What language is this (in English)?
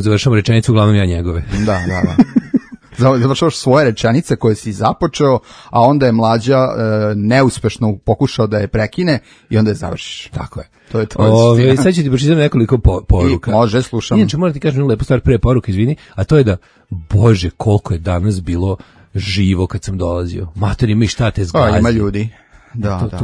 Serbian